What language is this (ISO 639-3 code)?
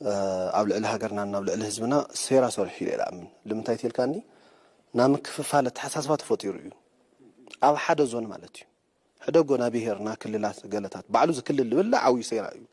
tir